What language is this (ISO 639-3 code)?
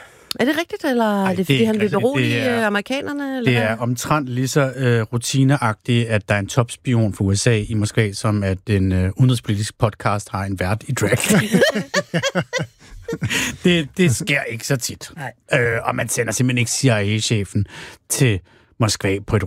dan